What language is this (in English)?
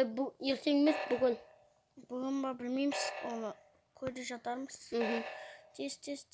Kazakh